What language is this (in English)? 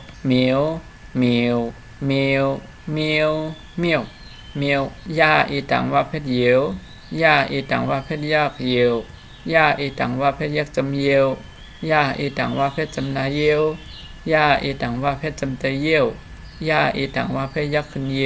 Shan